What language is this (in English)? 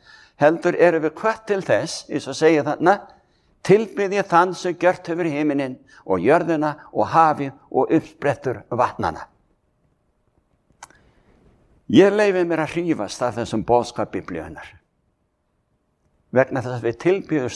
Icelandic